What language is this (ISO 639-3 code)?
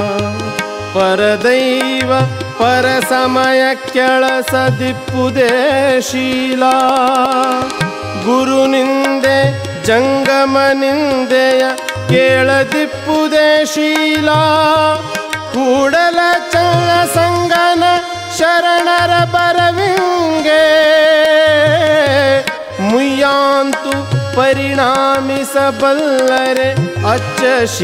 kan